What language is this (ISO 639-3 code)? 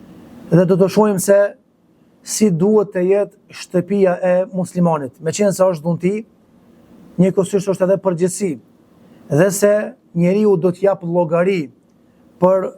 sqi